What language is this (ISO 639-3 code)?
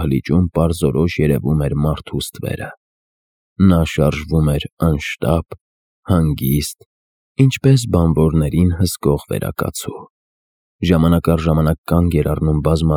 hye